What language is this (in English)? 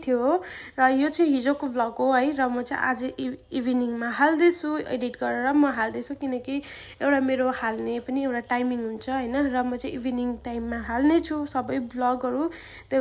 Nepali